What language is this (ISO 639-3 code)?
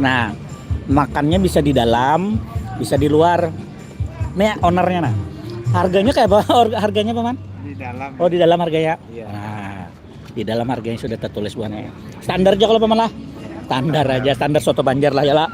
bjn